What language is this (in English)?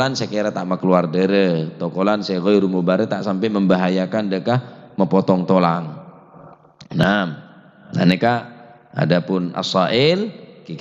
Madurese